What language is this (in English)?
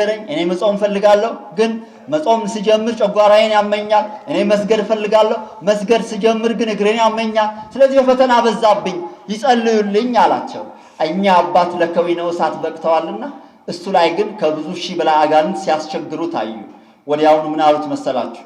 Amharic